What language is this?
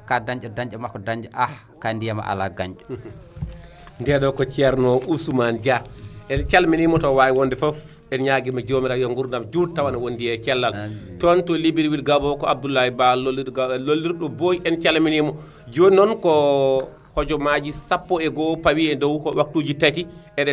Fula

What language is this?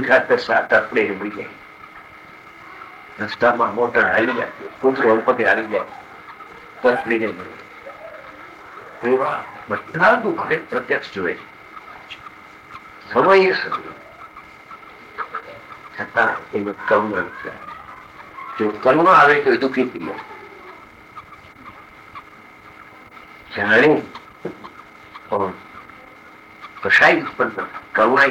Gujarati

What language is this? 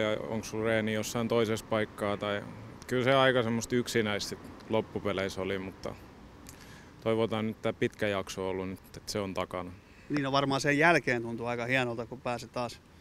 Finnish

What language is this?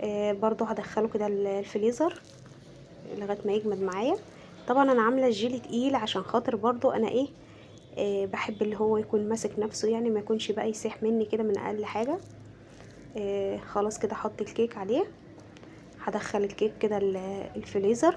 Egyptian Arabic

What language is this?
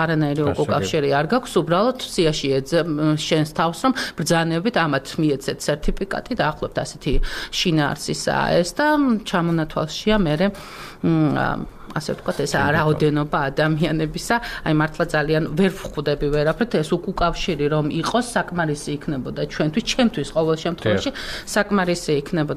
Georgian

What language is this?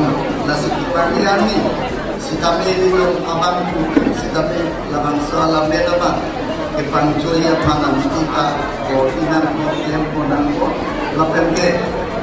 Karbi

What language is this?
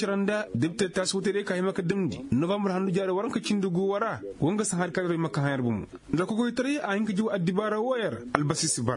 Koyraboro Senni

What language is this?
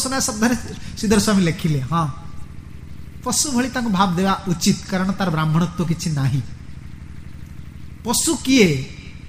Odia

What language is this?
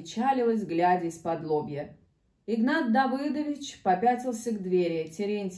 Russian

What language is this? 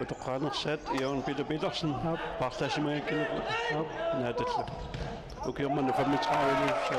Kalaallisut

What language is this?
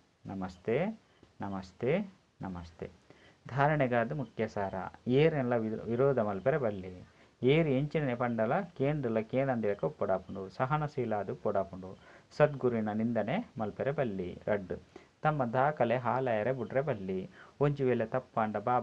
Tulu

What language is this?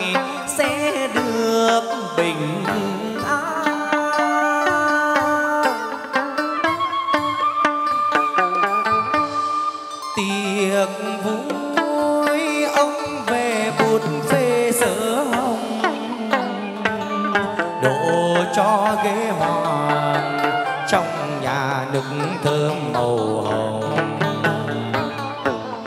Vietnamese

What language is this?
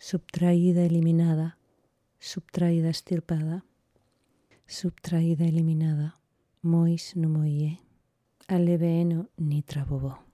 Galician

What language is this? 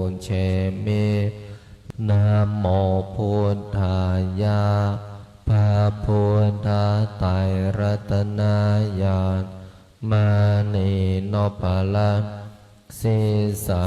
Pali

